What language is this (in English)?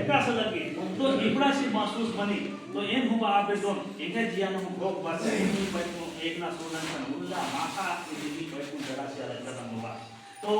Kurukh